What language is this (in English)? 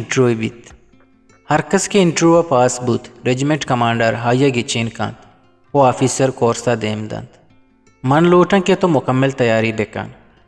Eastern Balochi